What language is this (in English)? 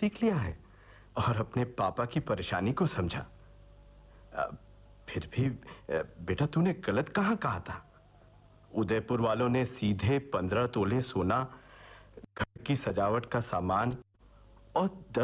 Hindi